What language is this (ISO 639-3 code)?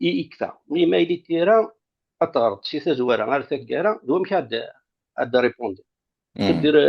kab